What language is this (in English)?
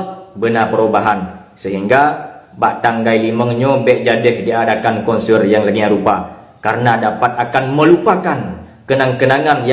Achinese